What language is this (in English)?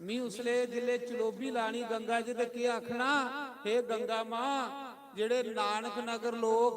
Dogri